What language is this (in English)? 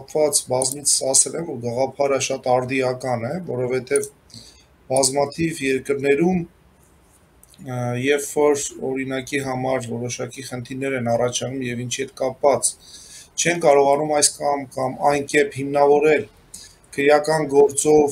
Armenian